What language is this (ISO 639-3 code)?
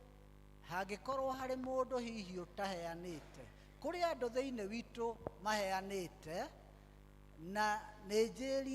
kik